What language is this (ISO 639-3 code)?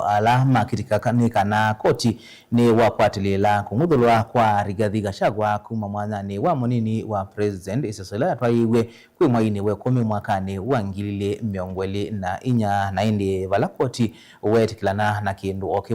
kam